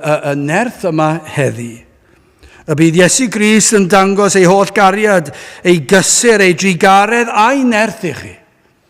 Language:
Welsh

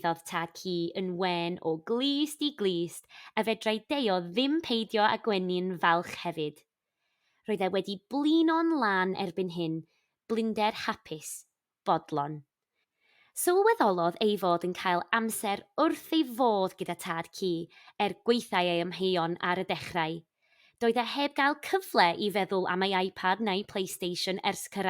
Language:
Welsh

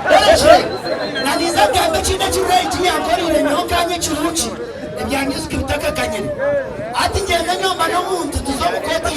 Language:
Nyankole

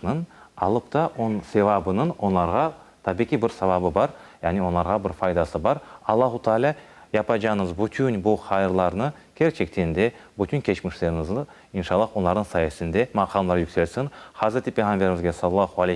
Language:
Crimean Tatar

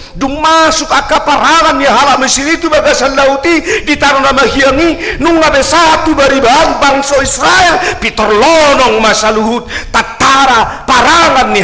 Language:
Batak Toba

